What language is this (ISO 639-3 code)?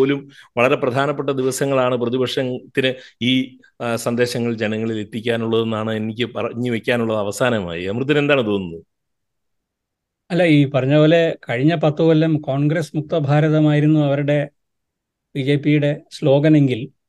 mal